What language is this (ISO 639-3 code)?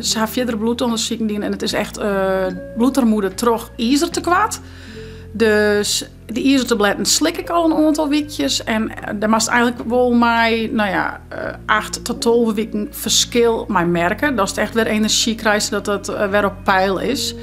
fry